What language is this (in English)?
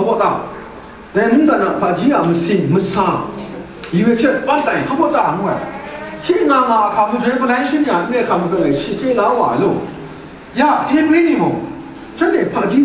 Kachin